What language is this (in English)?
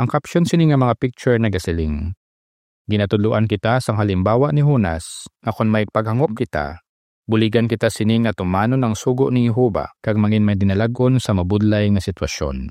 Hiligaynon